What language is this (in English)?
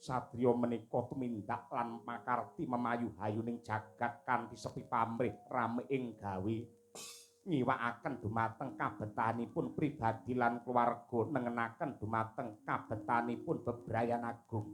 Javanese